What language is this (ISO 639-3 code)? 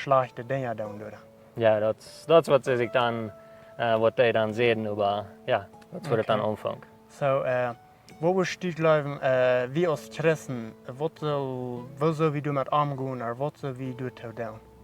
pdt